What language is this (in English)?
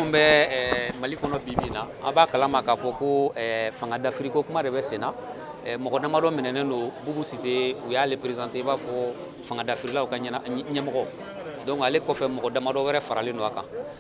Bambara